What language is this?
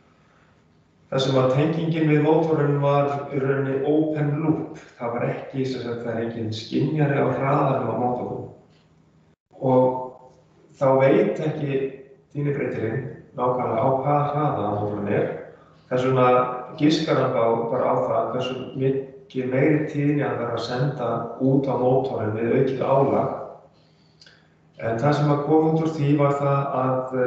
Icelandic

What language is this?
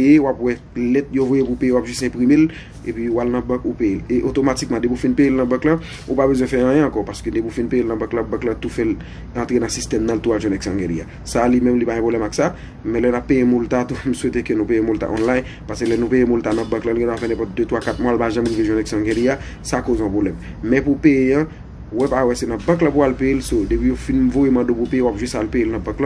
Haitian Creole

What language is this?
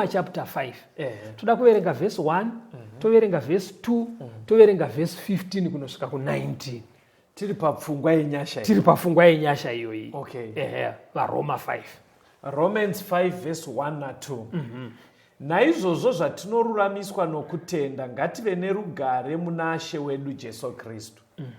Shona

